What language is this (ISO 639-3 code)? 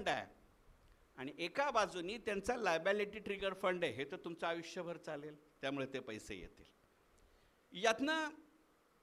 mar